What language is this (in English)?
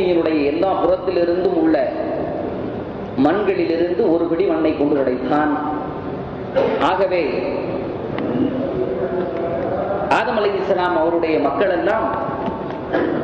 Tamil